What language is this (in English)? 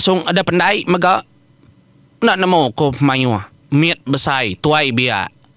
Iban